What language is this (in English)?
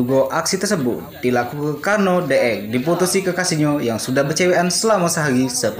Musi